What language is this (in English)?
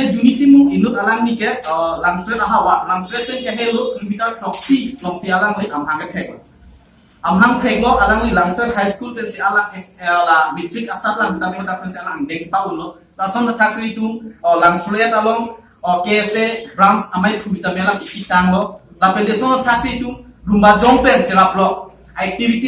Karbi